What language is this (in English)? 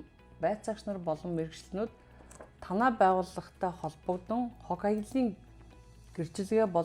Mongolian